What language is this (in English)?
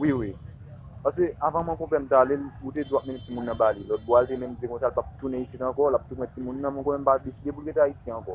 Haitian Creole